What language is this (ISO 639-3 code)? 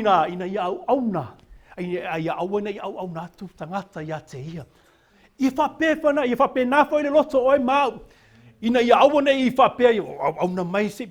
smo